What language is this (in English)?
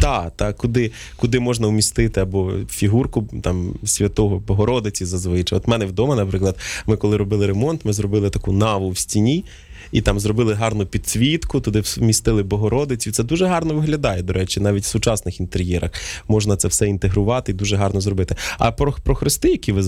Ukrainian